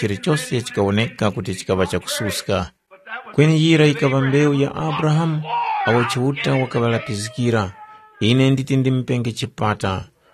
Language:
Tumbuka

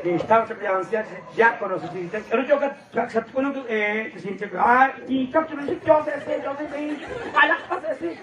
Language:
Kekchí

